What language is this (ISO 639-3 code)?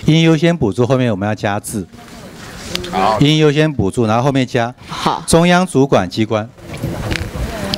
zho